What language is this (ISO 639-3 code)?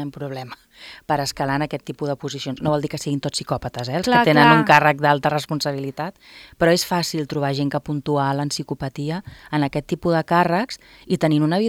cat